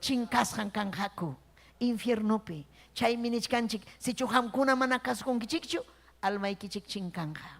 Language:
Ayacucho Quechua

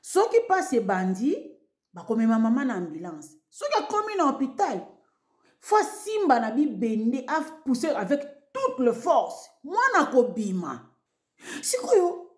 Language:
Lingala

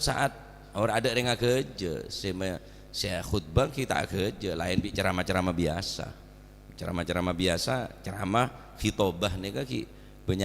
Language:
Madurese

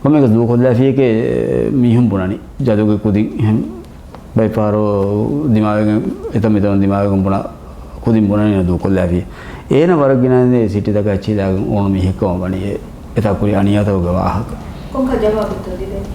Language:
Divehi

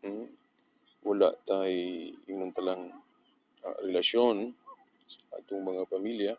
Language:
Cebuano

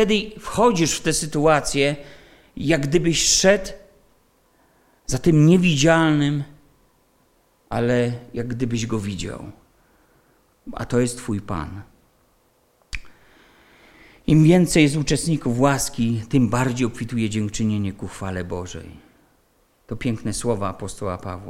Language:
Polish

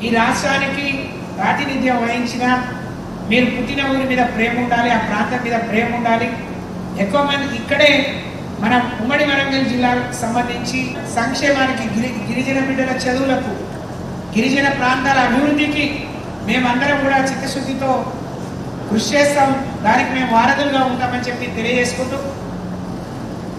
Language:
Telugu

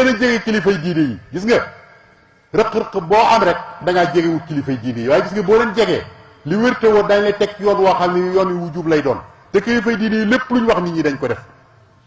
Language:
Wolof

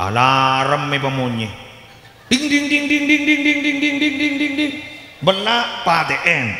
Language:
Madurese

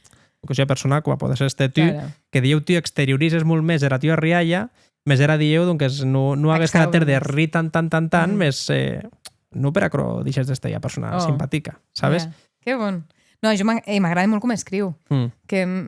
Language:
Occitan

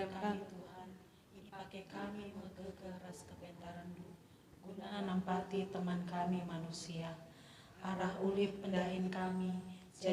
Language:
Batak Karo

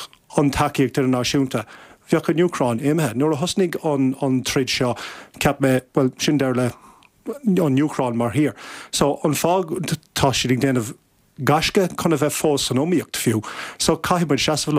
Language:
Irish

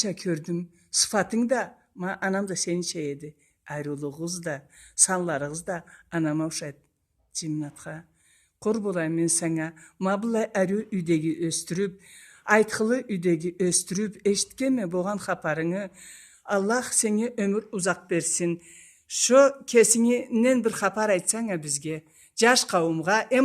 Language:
Karachay-Balkar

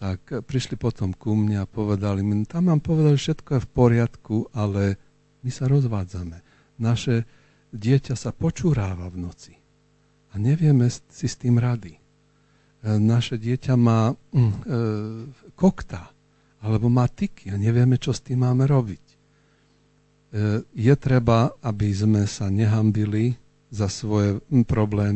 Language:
Slovak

